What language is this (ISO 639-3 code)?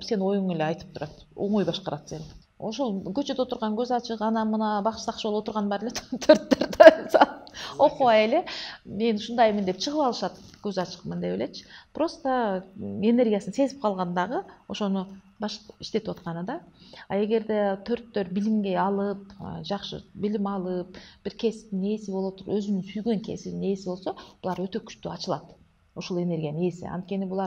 kir